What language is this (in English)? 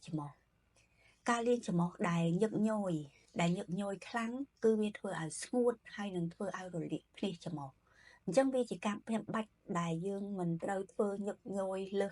Khmer